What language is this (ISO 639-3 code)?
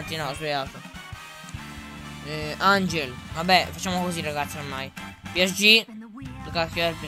ita